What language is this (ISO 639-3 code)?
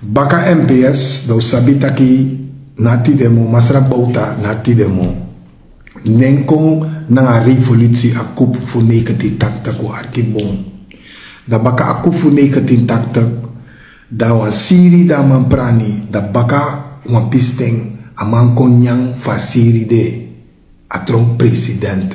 srn